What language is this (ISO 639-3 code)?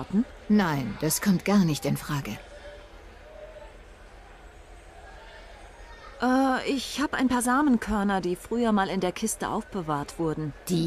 deu